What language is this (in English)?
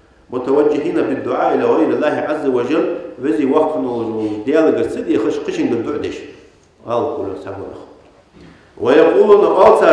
Ingush